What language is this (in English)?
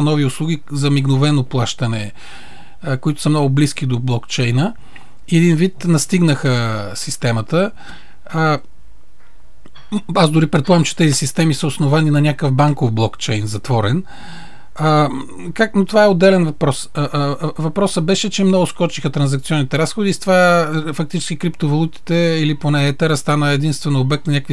Bulgarian